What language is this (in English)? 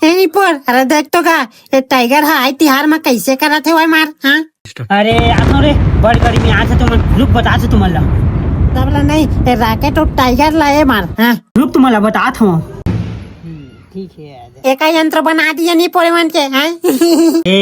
Chhattisgarhi